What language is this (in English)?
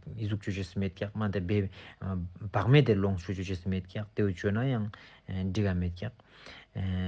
Ladakhi